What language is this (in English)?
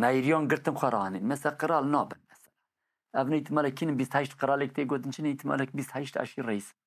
Kurdish